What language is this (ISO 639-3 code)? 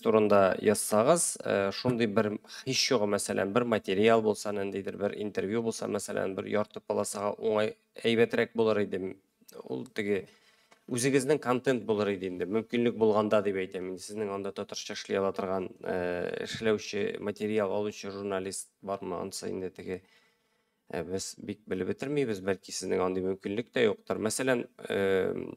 tat